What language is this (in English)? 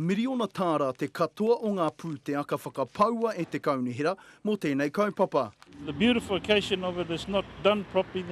Māori